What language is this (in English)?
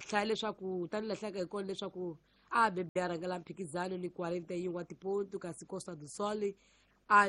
Tsonga